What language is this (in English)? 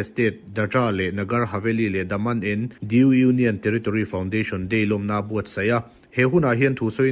Mizo